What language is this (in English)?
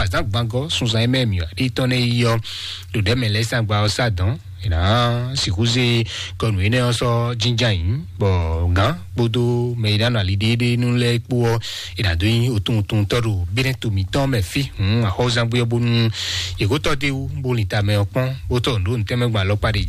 Fon